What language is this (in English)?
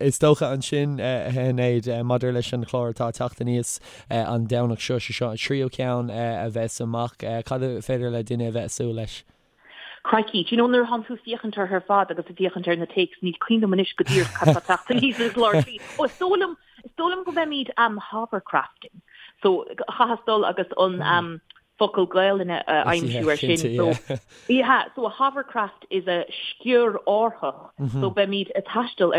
Irish